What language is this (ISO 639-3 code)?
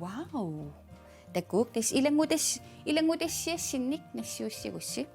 kal